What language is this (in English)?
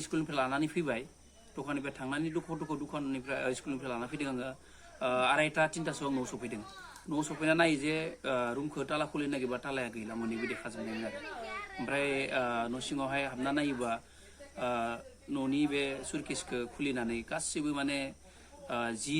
Bodo